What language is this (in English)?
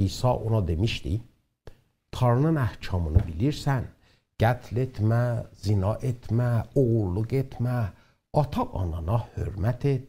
South Azerbaijani